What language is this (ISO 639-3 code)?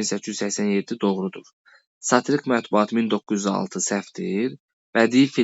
aze